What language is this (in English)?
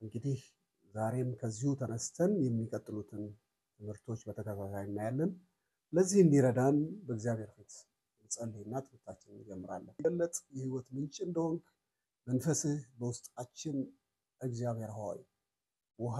Amharic